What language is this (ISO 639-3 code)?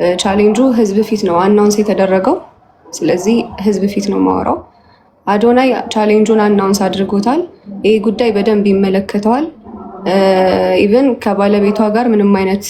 amh